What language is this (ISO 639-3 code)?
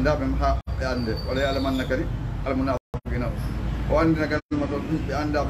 ful